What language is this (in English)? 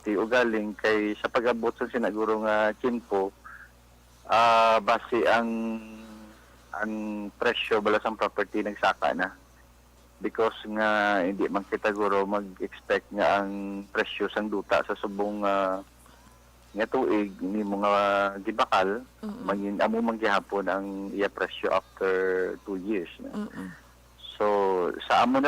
Hiligaynon